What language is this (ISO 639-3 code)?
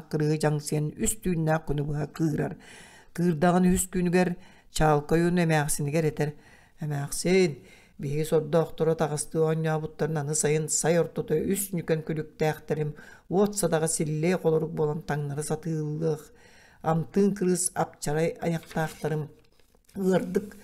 sah